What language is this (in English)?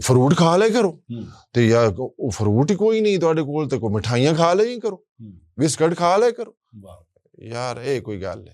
Western Panjabi